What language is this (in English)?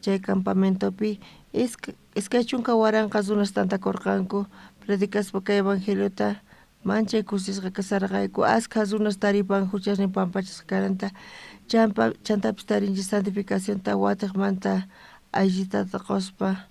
South Bolivian Quechua